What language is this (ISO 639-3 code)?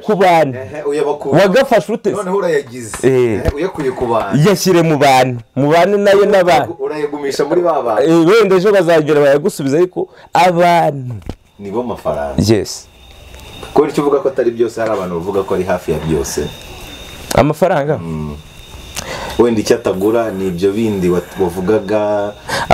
kin